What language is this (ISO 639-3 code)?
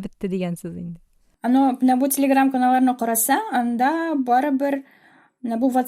tat